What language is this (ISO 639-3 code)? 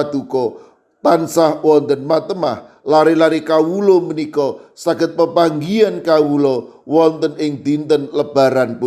jav